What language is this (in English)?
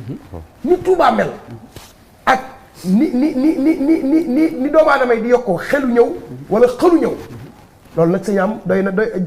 Wolof